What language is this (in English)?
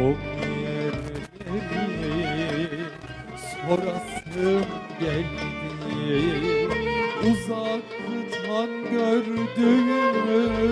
Turkish